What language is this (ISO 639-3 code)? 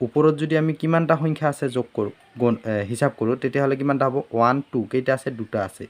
asm